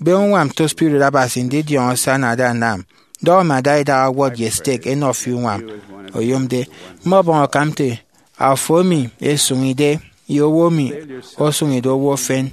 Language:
Efik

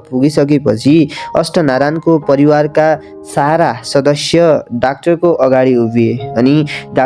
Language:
Nepali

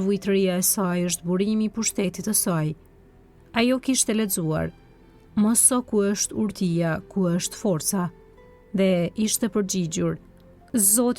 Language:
Albanian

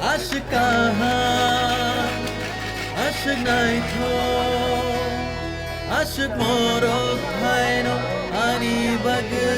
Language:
Kok Borok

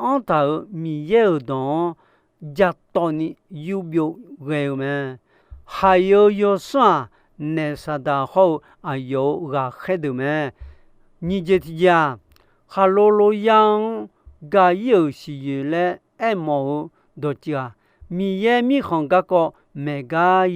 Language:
Akha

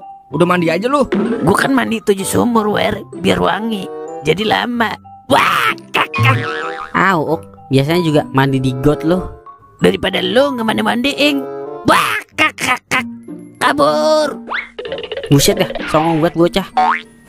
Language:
Betawi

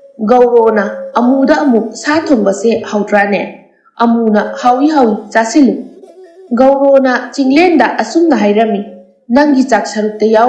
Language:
Manipuri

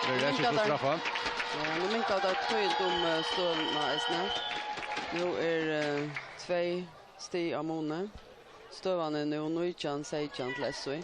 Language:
Faroese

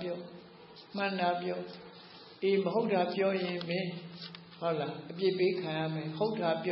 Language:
Burmese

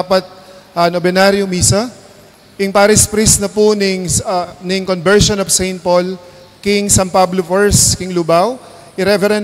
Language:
Pampanga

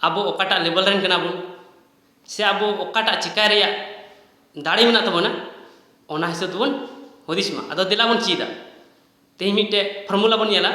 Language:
Santali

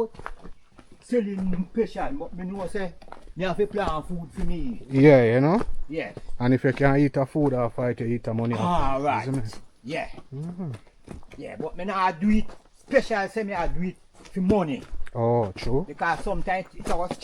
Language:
Jamaican Creole English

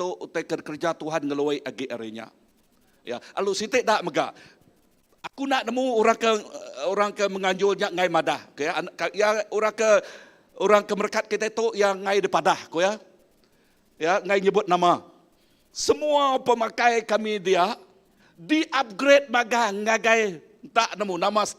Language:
Iban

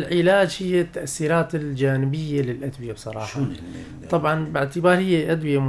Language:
North Levantine Arabic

